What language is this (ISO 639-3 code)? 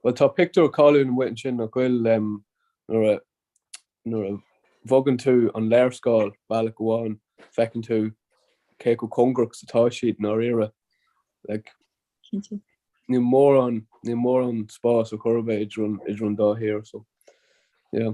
gle